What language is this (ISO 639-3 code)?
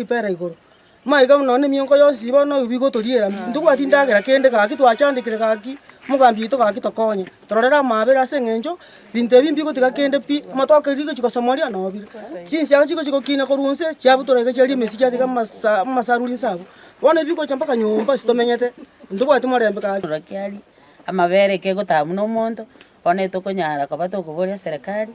guz